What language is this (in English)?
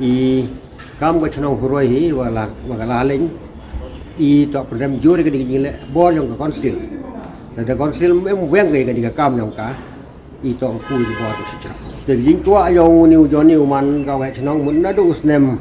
Pnar